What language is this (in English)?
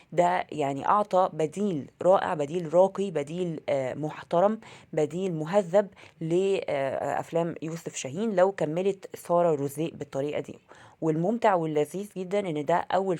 Egyptian Arabic